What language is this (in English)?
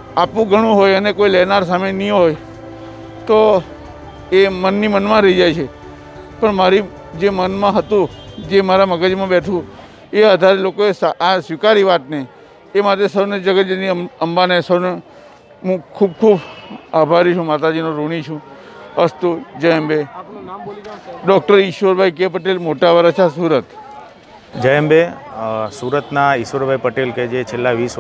Gujarati